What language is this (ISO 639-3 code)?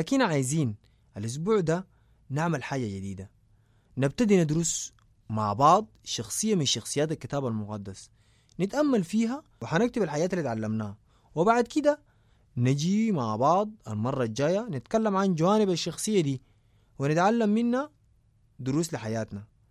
apd